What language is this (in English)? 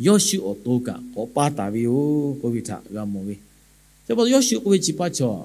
Lahu